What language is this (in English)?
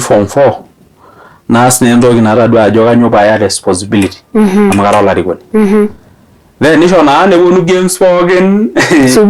Masai